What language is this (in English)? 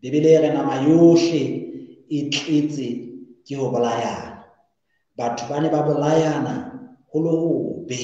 Southern Sotho